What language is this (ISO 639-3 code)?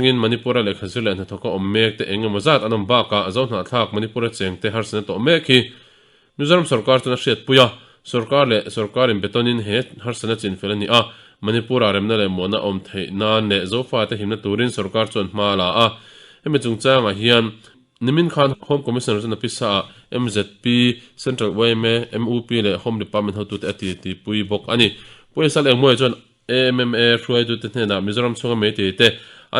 lus